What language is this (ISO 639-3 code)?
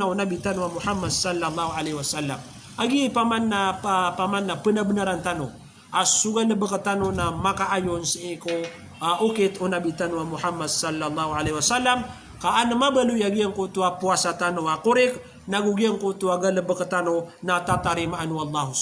mrw